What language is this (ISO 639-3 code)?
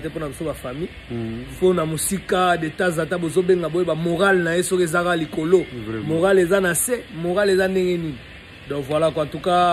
lin